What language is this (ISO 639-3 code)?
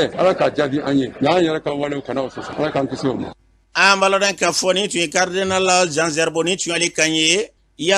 bam